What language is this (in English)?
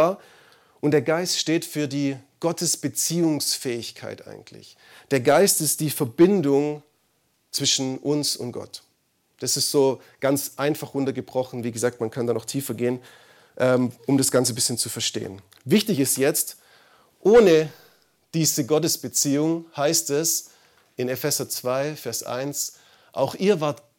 German